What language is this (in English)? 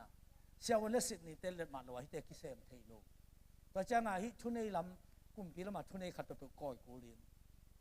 Tedim Chin